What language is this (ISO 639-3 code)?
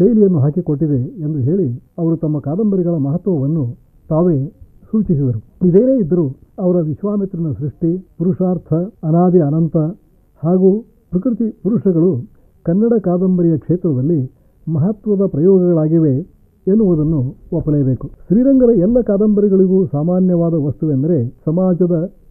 kan